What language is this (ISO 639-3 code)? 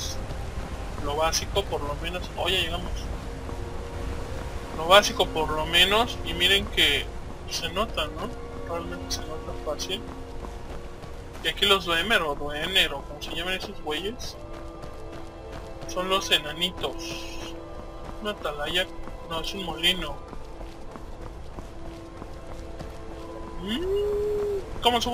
spa